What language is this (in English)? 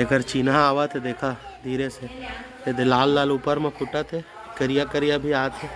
Chhattisgarhi